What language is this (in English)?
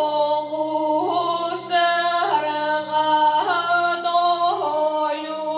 Yakut